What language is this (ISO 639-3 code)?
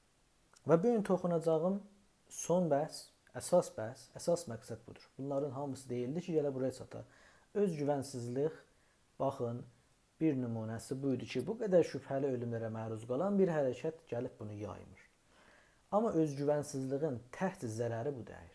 azb